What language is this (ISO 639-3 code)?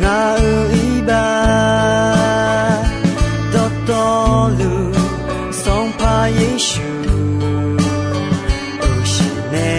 ahk